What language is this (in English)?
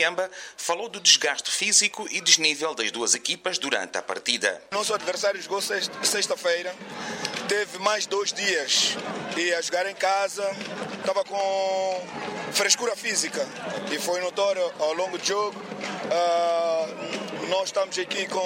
Portuguese